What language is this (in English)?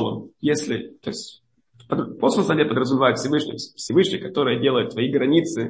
Russian